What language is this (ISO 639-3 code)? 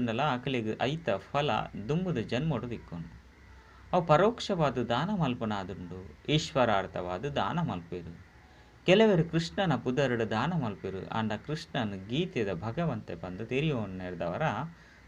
tcy